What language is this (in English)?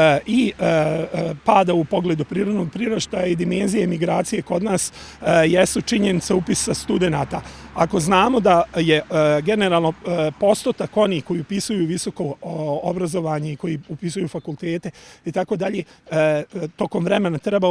Bosnian